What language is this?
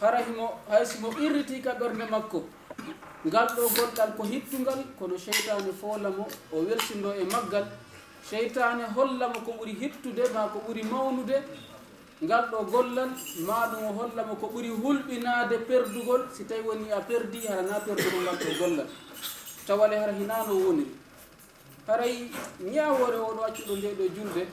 Fula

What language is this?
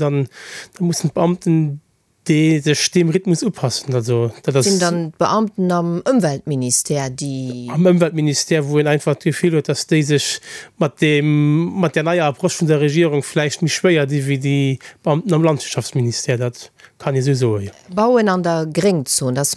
Luxembourgish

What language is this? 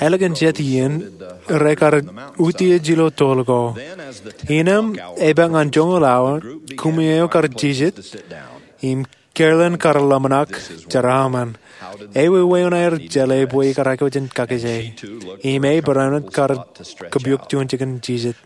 Marshallese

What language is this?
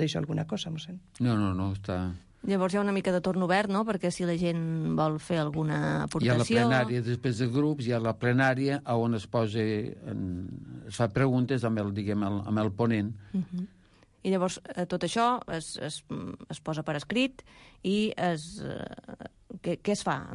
Catalan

